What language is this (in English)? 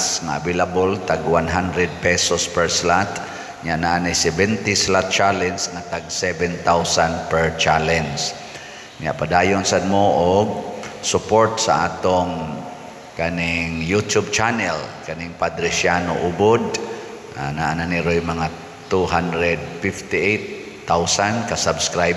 Cebuano